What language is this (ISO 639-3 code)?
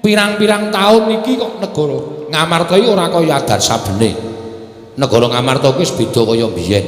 jav